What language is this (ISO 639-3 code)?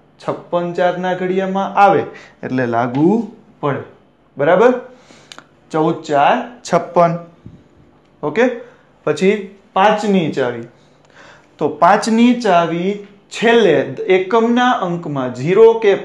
guj